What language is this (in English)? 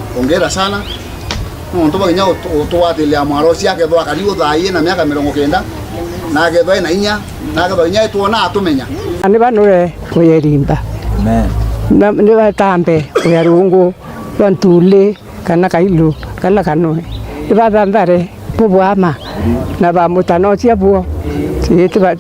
Meru